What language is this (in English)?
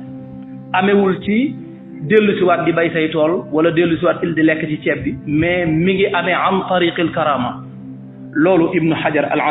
Wolof